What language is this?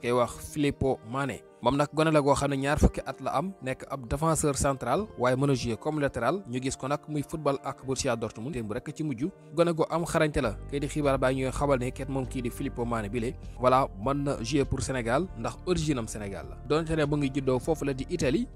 Wolof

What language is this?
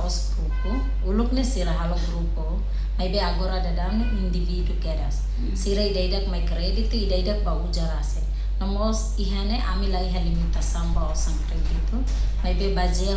Tetum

